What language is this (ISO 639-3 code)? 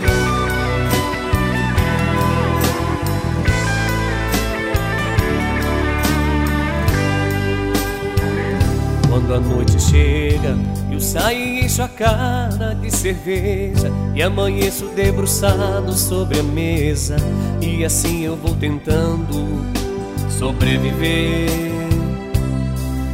por